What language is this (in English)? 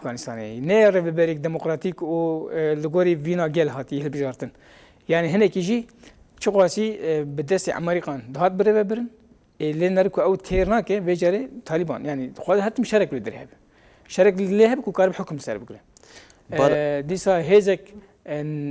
Kurdish